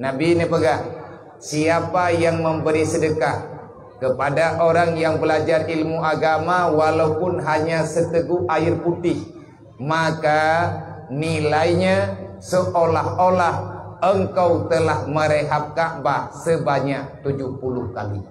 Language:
Achinese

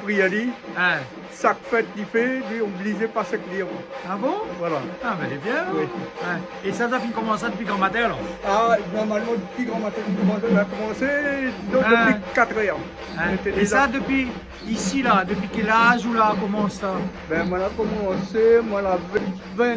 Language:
Réunion Creole French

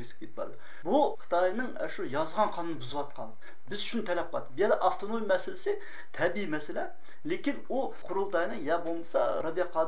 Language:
Uyghur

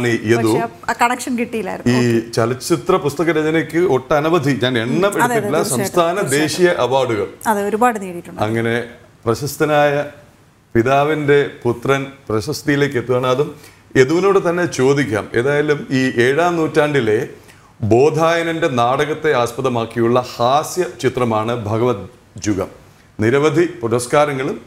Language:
Malayalam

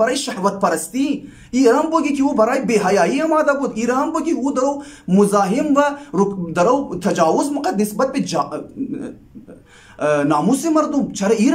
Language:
Hazaragi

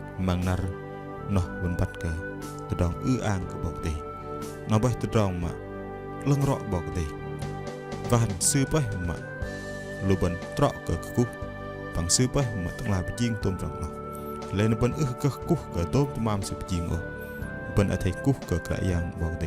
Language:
Bahnar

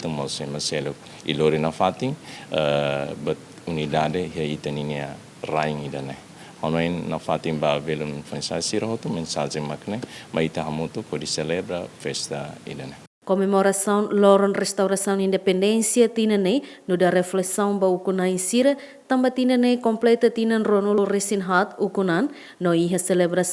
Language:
Tetum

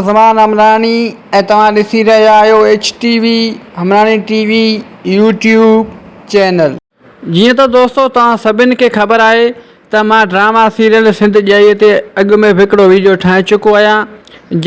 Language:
Sindhi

